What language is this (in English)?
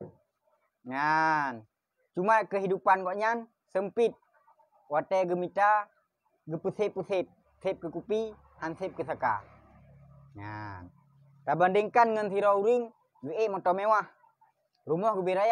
Achinese